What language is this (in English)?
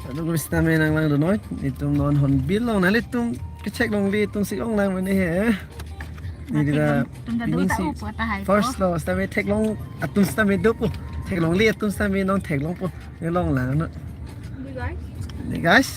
Karbi